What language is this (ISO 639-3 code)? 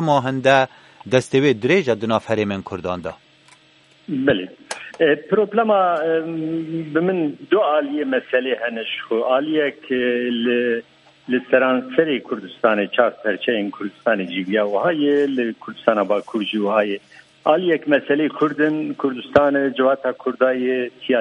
kur